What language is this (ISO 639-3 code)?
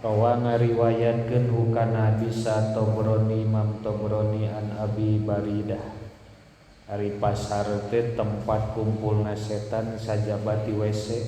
sun